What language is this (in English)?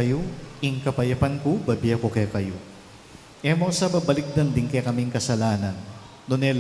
Pampanga